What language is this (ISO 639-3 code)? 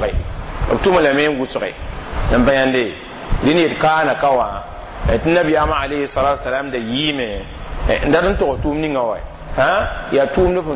mos